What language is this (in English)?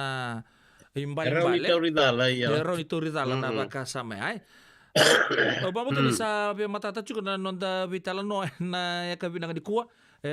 Fijian